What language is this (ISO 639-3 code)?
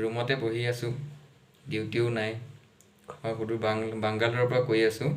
asm